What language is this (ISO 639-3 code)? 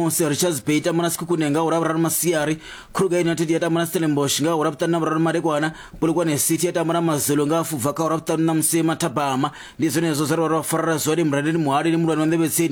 ven